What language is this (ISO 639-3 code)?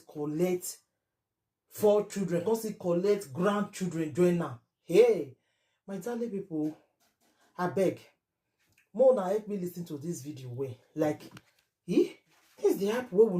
pcm